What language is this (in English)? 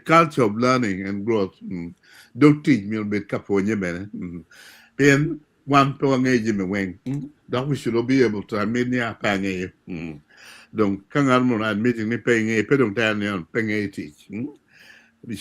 Acoli